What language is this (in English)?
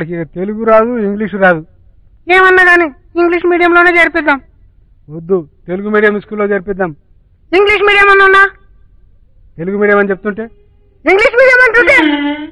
Telugu